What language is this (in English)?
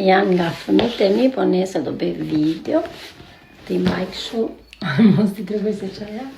Albanian